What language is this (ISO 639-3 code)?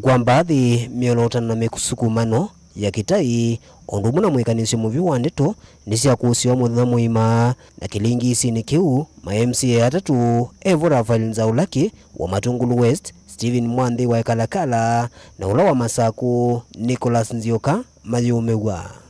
kam